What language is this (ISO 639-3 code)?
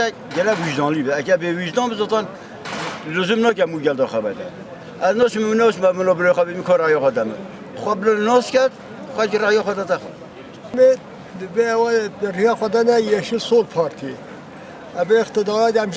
kur